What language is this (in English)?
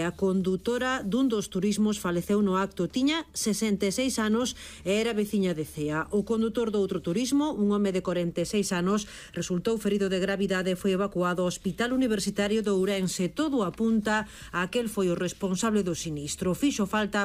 Galician